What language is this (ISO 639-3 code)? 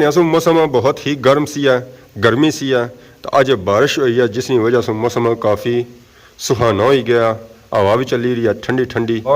phr